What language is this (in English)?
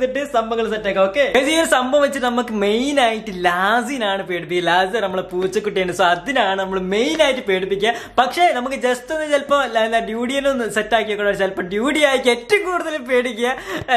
Malayalam